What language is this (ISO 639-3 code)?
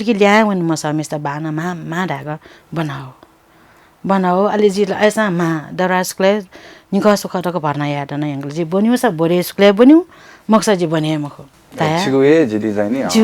new